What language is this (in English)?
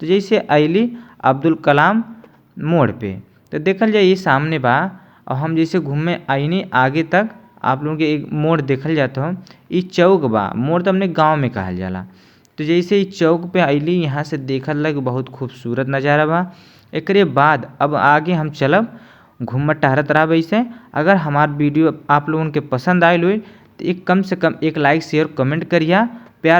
Bhojpuri